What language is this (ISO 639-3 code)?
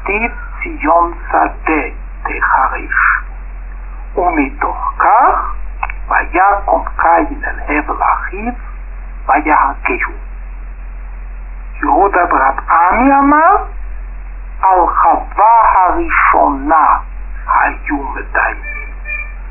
heb